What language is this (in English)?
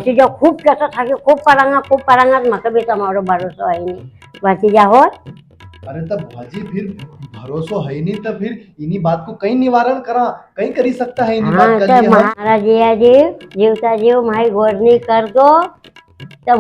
Rajasthani